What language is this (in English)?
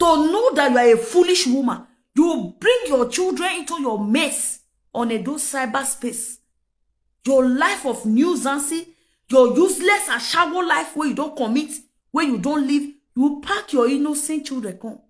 Nigerian Pidgin